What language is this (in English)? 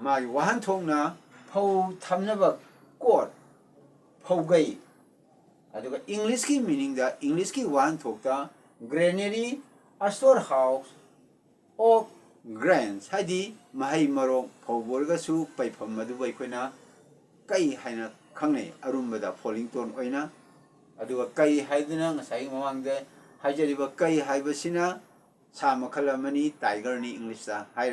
Manipuri